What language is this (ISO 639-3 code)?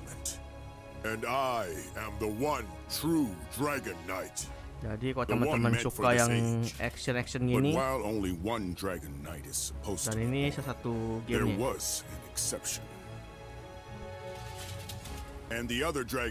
ind